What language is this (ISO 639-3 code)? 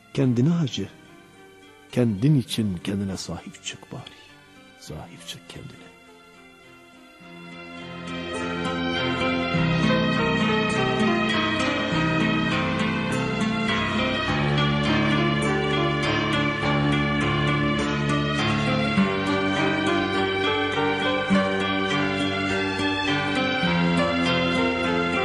tur